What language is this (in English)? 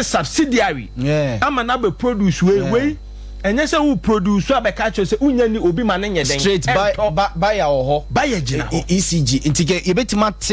Akan